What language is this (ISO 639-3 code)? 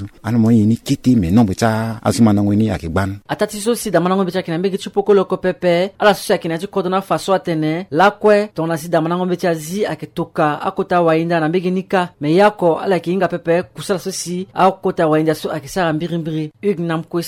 sag